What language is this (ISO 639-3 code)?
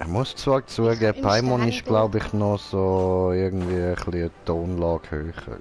gsw